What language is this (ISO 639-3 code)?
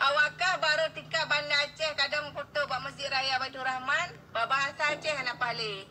ace